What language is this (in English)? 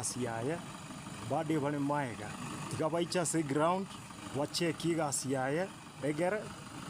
Gusii